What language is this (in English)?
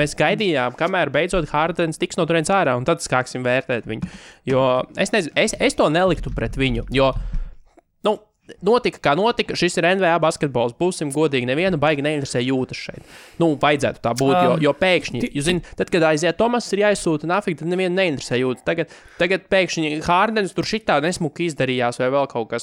Latvian